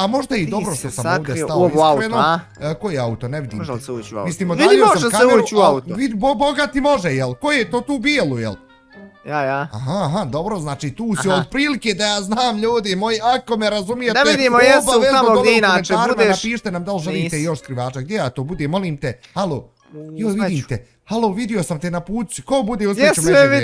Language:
Bosnian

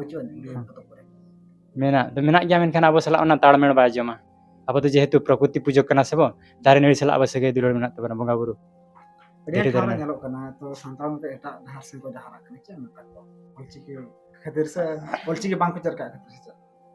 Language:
Santali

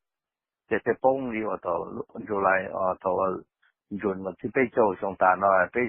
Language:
Hmong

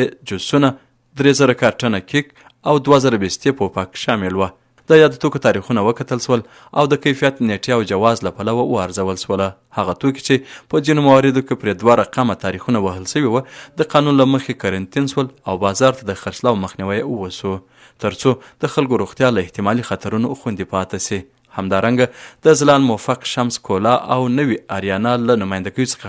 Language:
Pashto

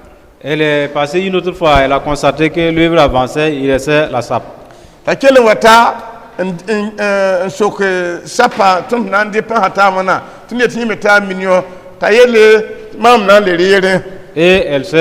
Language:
Mossi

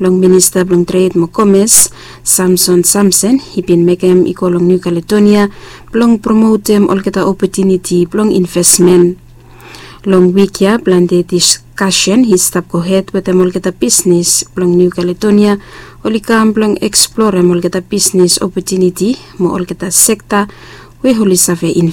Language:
Bislama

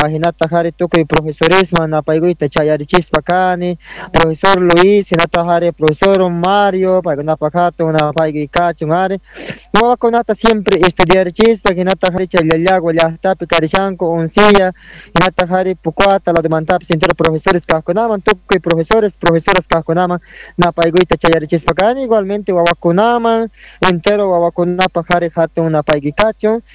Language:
South Bolivian Quechua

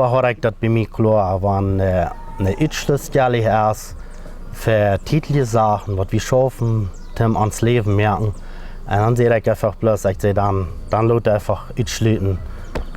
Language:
Plautdietsch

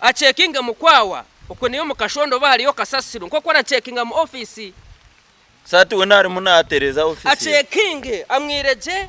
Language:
Nyankole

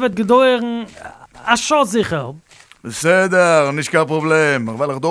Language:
Yiddish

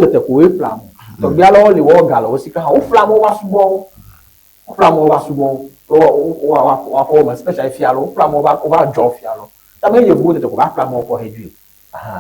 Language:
Ewe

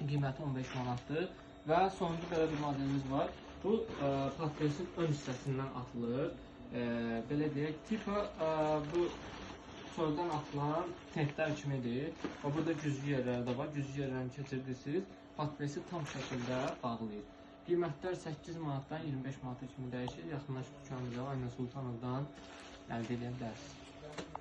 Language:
Azerbaijani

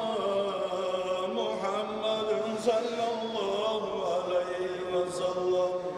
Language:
Kumyk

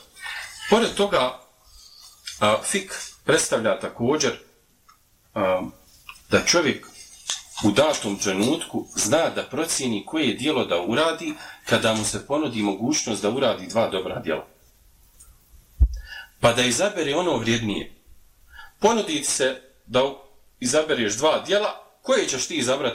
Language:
Bosnian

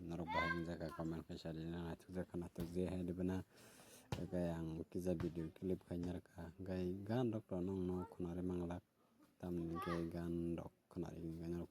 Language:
Kok Borok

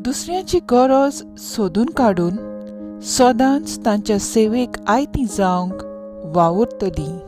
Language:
Konkani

